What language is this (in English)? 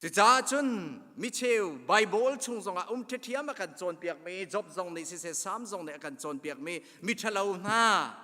Hakha Chin